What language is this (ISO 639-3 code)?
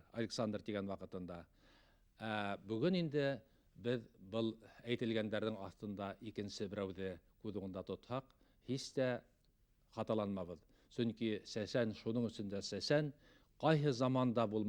bak